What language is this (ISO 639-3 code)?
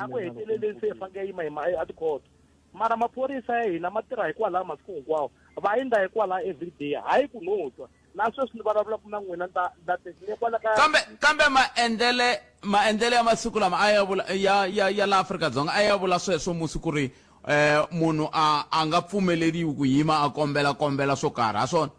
tso